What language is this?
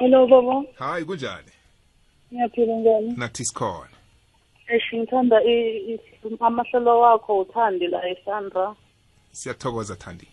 South Ndebele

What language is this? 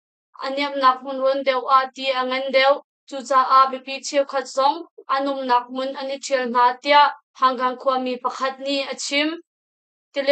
Hakha Chin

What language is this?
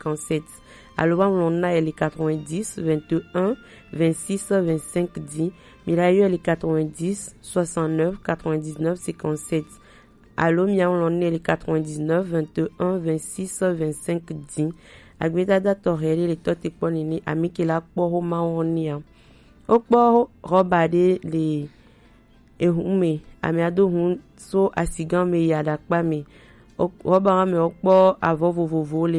Gen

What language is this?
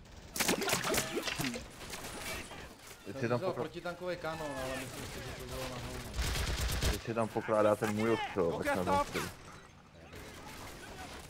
Czech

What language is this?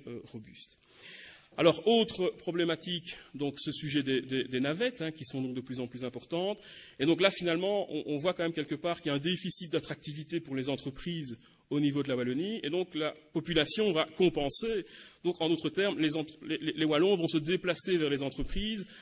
French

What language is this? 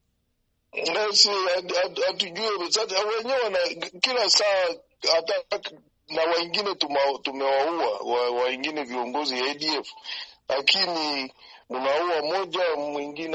Swahili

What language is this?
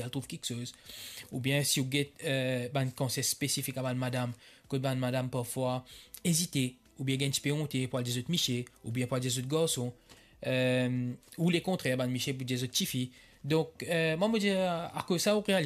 Morisyen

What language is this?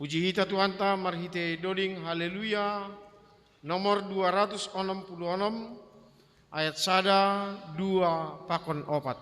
Batak Simalungun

